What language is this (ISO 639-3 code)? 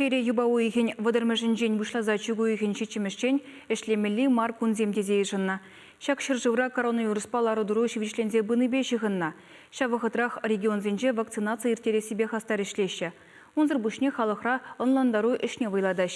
chv